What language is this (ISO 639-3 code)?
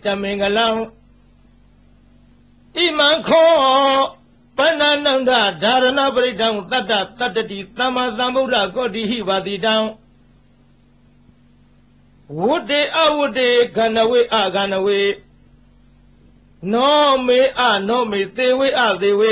mya